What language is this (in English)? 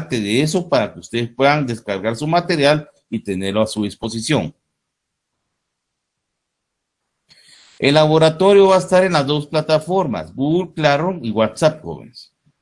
Spanish